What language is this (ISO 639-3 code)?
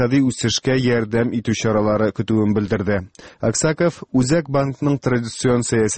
tat